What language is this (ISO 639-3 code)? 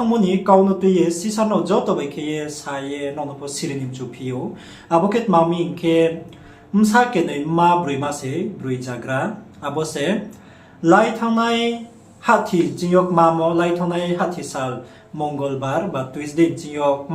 ria